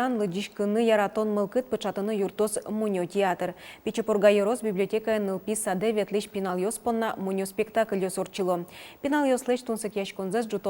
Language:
Udmurt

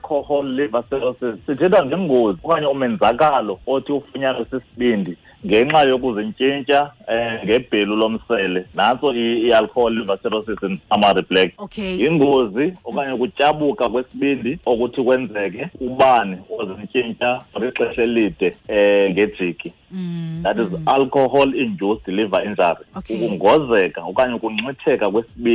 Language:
Xhosa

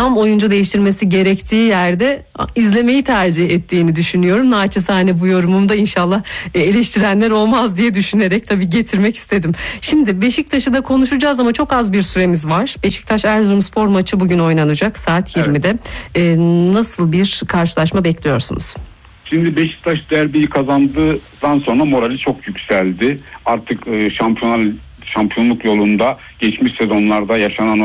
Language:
Turkish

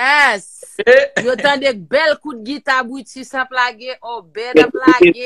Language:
Haitian Creole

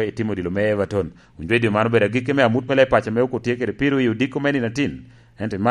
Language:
Lango (Uganda)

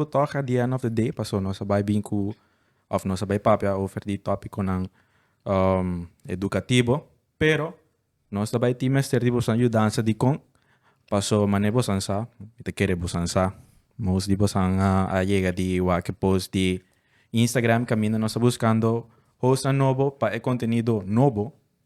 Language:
Papiamento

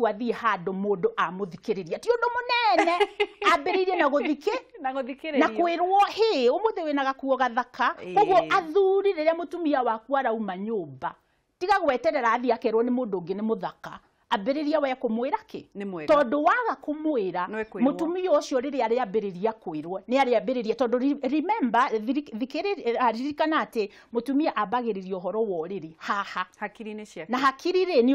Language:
Kikuyu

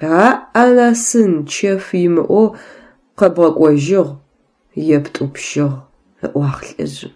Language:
Adyghe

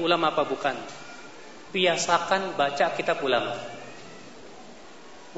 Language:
Indonesian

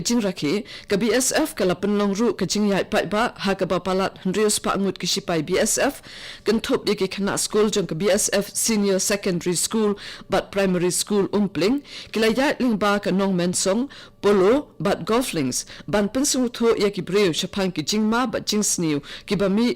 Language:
Khasi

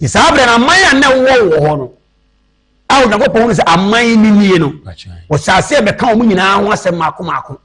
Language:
Akan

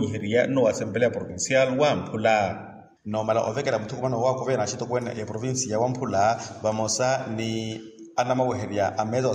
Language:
Makhuwa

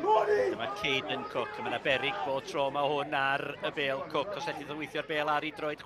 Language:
Welsh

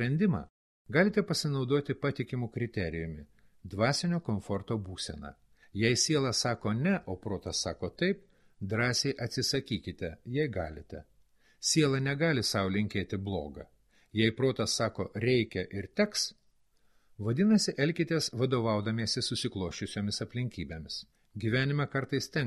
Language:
Lithuanian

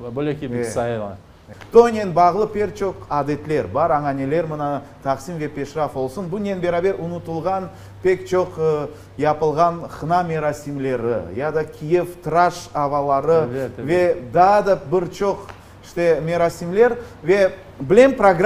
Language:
Crimean Tatar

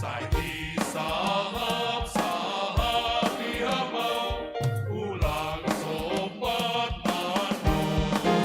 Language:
Batak Simalungun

